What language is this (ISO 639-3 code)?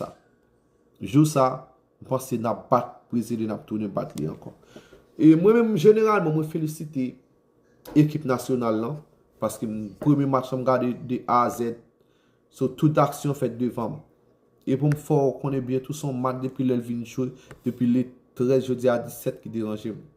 hat